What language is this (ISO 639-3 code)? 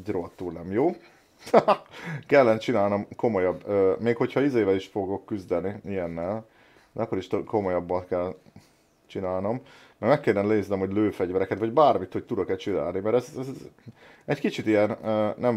hun